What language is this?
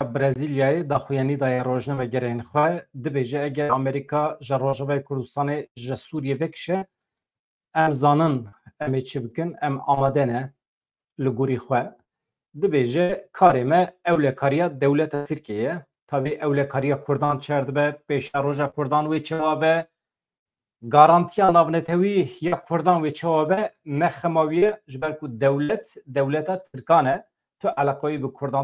Kurdish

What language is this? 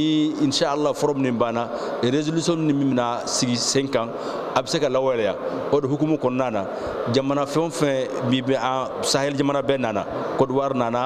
Bambara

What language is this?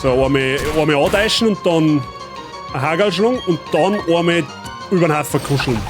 Bavarian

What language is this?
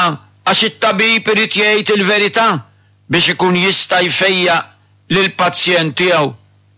Maltese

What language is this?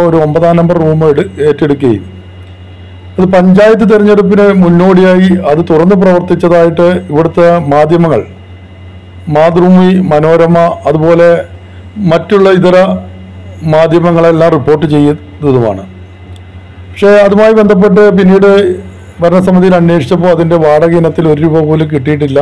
Malayalam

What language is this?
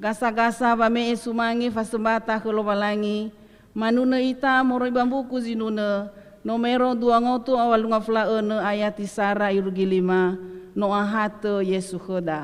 Nias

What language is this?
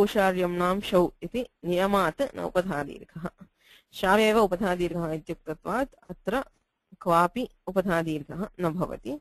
Sanskrit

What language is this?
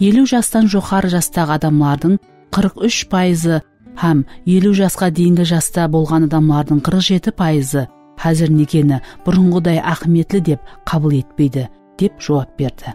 Kara-Kalpak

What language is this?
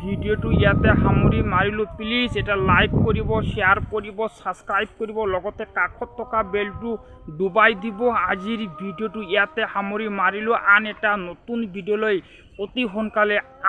Assamese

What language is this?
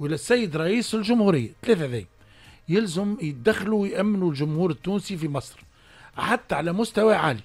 Tunisian Arabic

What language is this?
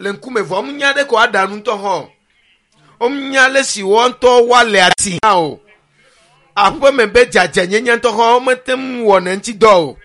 Ewe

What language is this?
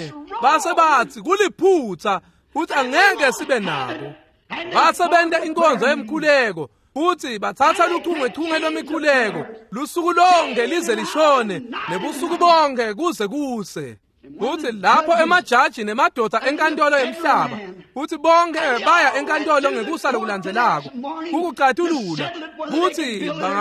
Swati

